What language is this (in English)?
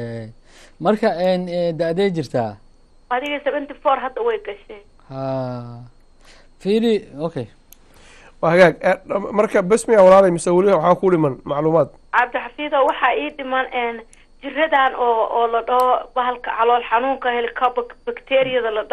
Somali